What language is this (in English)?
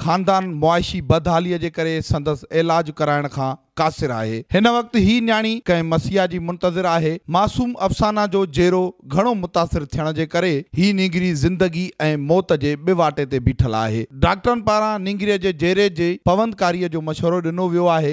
Sindhi